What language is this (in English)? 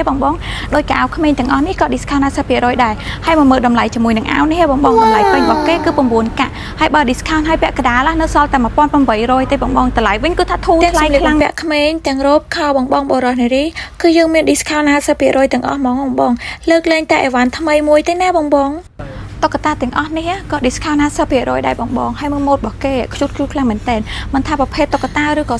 Khmer